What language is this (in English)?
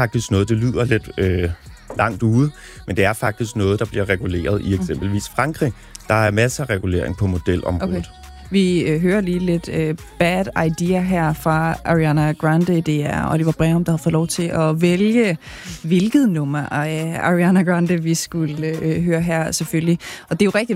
Danish